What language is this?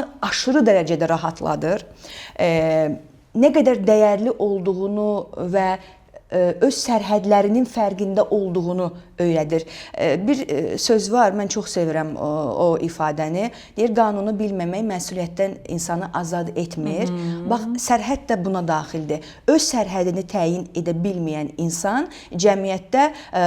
Azerbaijani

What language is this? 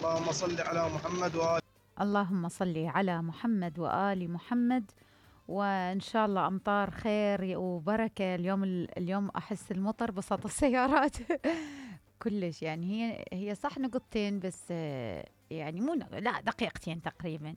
Mesopotamian Arabic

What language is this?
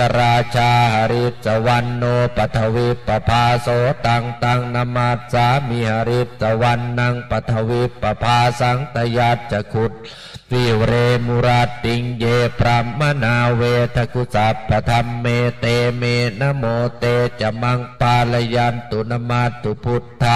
Pali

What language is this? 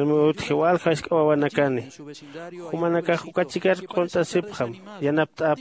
Aymara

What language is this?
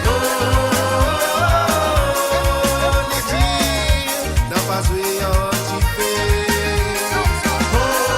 Morisyen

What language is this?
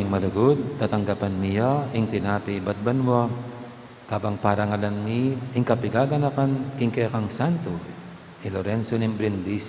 Pampanga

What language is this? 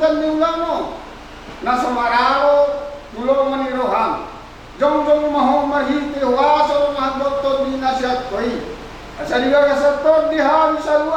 Batak Toba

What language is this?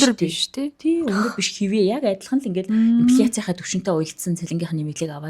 Mongolian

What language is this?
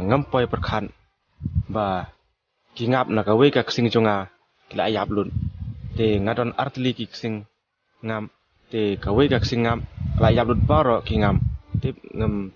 Khasi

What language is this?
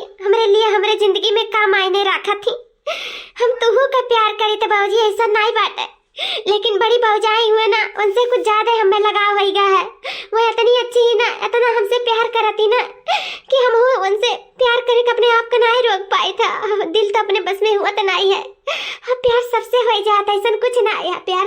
Awadhi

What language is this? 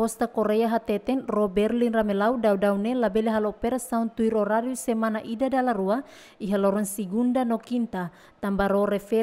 Tetum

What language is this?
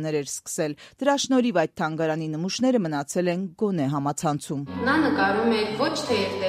Armenian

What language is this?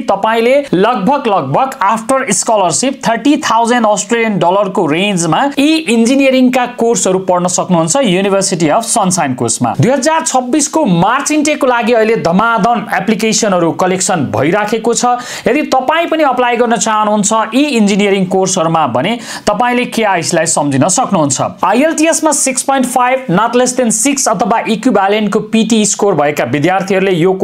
Nepali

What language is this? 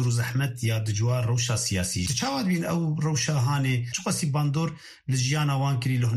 Kurdish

